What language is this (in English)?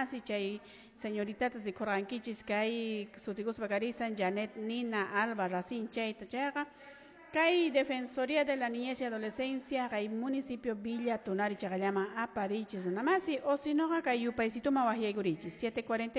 Quechua